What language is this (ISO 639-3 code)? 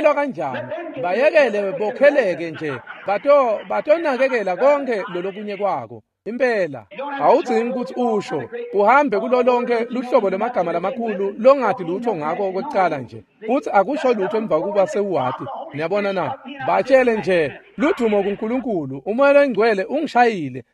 ssw